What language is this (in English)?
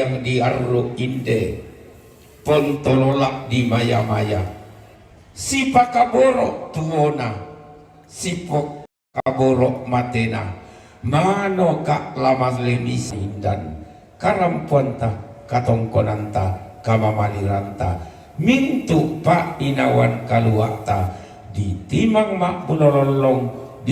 Toraja-Sa'dan